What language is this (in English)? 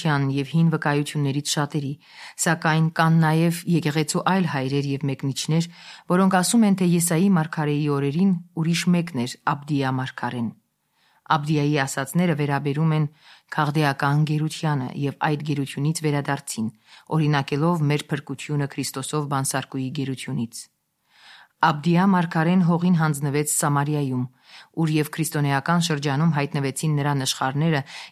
Armenian